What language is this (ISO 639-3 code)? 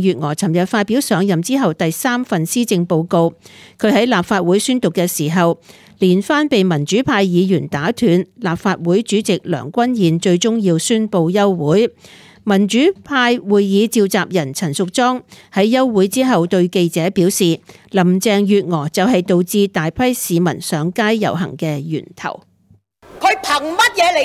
yue